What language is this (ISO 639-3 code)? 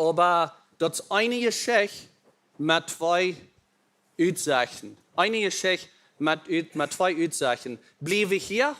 pdt